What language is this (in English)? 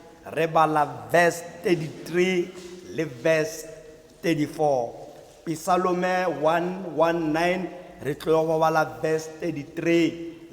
Tswana